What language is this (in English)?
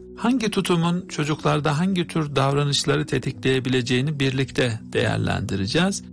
Turkish